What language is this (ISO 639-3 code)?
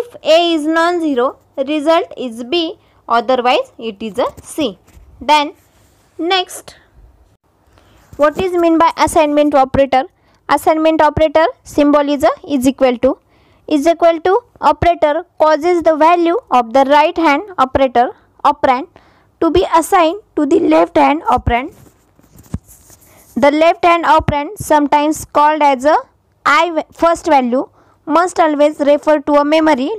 mar